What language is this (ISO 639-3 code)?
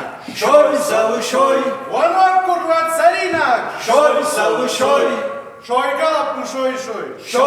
oss